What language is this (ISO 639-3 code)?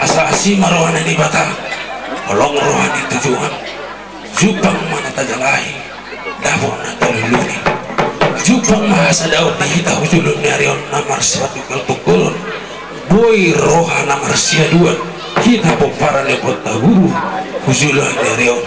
bbc